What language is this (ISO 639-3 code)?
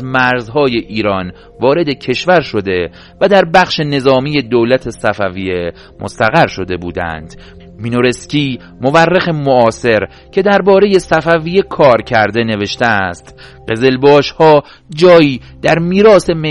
fas